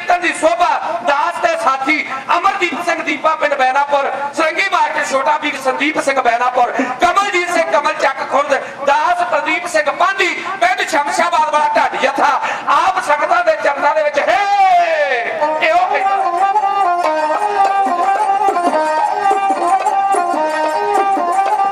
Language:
Punjabi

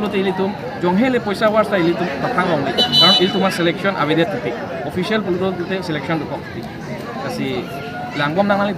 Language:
Karbi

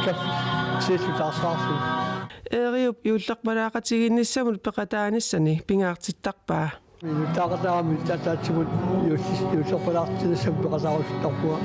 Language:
Kalaallisut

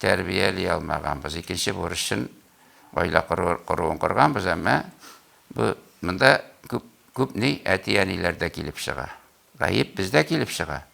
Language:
Tatar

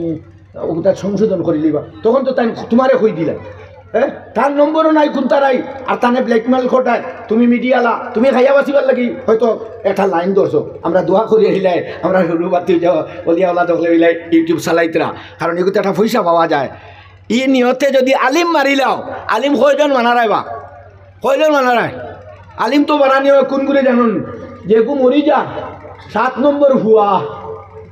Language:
Sylheti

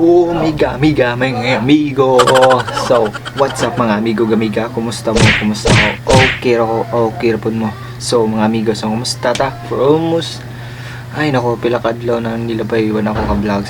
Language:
Cebuano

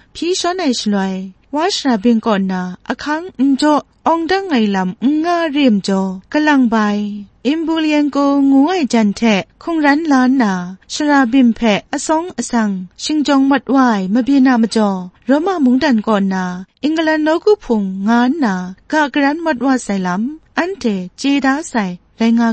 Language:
Kachin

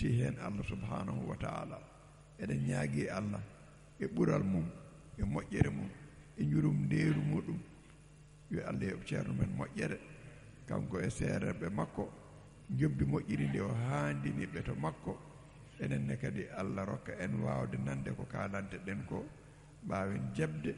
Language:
Fula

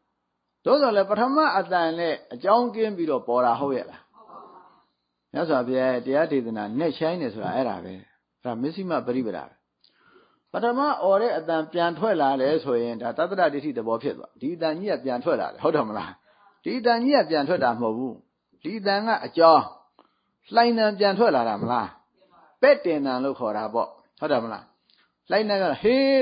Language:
Burmese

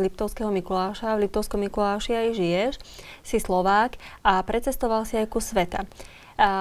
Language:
Slovak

